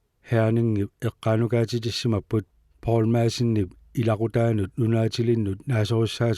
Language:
Kalaallisut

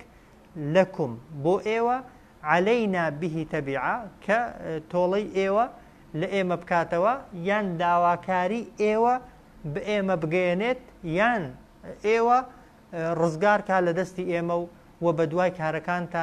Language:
Central Kurdish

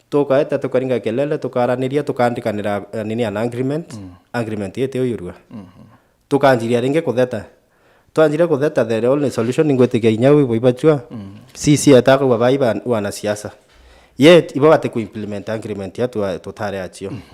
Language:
Meru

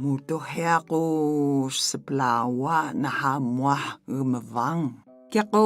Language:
Atayal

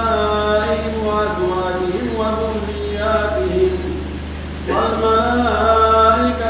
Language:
Pular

